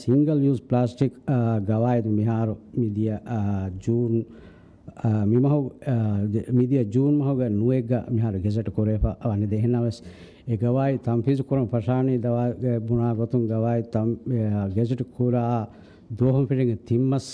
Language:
Divehi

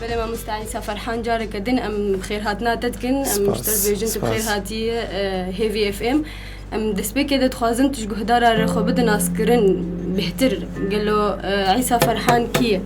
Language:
Kurdish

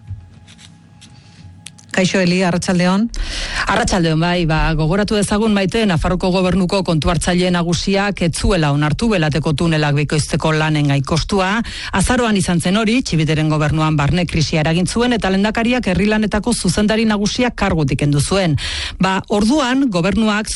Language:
Basque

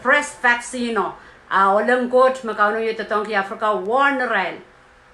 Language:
Pohnpeian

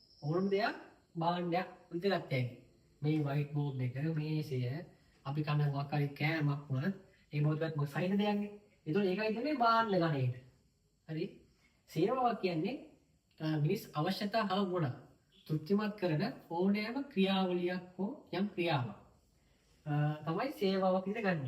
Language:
Sinhala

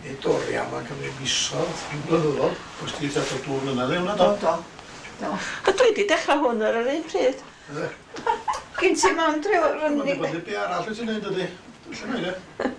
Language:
Welsh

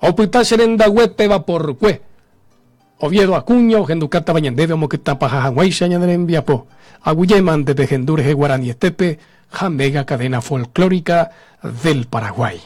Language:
Guarani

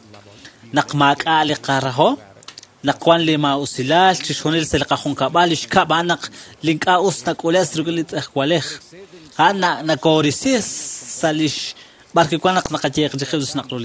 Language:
Kekchí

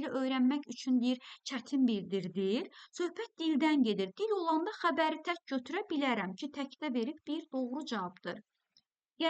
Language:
Azerbaijani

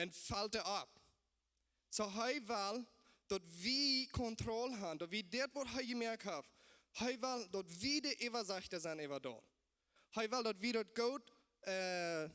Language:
Plautdietsch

